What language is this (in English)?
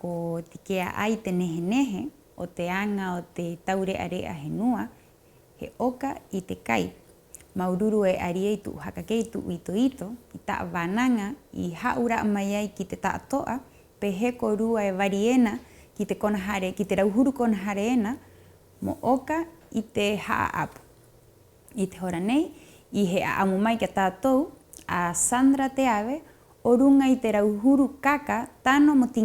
Rapanui